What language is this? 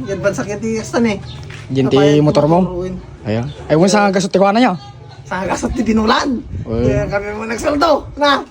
Iloko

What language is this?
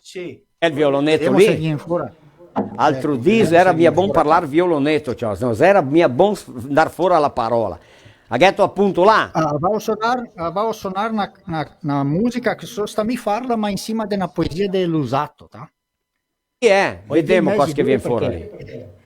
Venetian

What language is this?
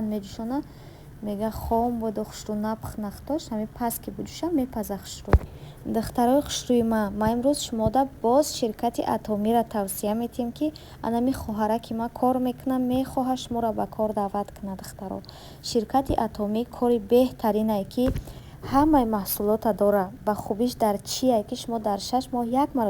Tajik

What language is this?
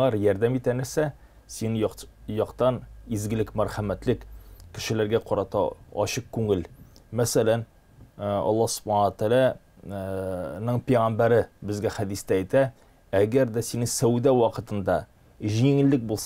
Tatar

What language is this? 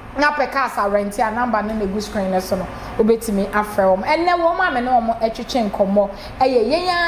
Akan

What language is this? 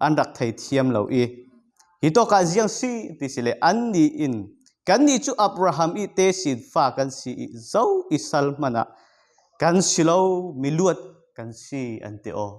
Falam Chin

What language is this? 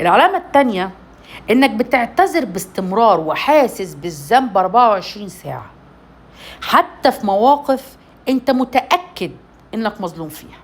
Egyptian Arabic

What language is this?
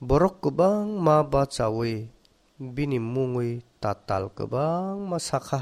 Kok Borok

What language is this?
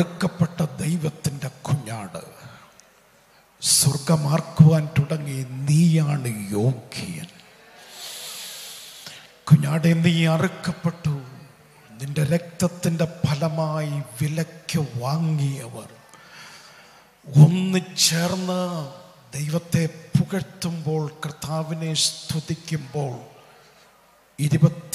Malayalam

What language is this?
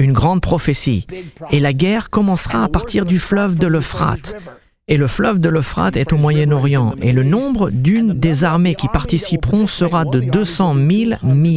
French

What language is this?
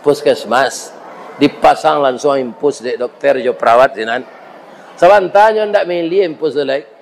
Minangkabau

